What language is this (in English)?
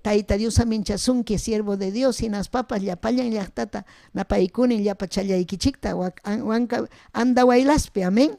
Ayacucho Quechua